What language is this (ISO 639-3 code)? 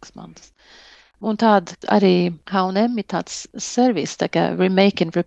lav